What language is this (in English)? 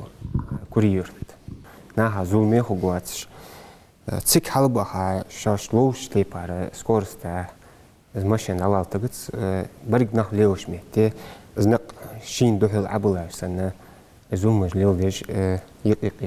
Ingush